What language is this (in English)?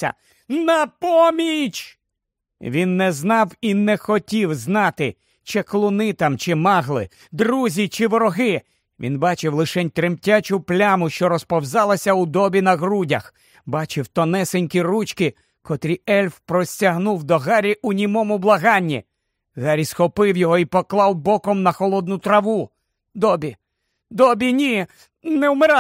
Ukrainian